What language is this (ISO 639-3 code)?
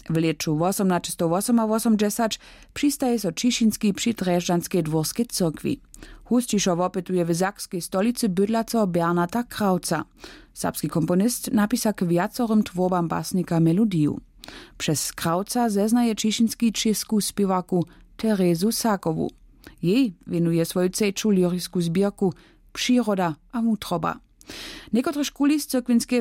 hsb